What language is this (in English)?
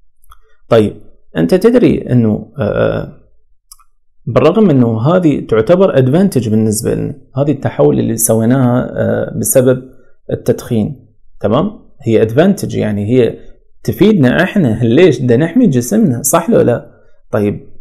Mesopotamian Arabic